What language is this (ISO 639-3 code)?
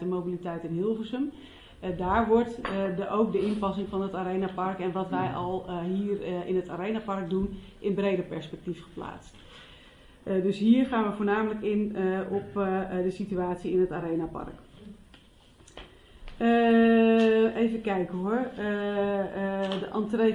nld